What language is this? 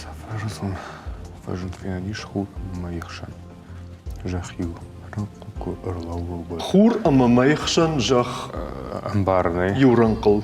Ossetic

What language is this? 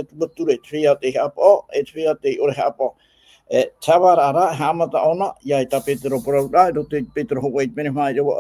Tahitian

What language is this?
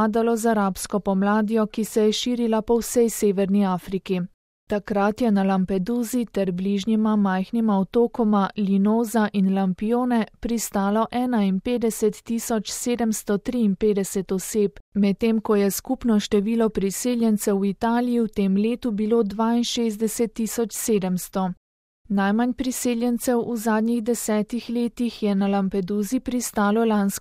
Slovenian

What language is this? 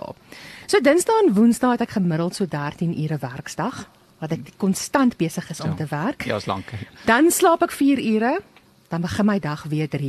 Afrikaans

